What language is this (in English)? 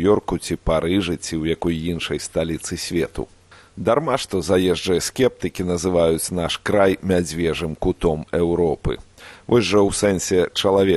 Belarusian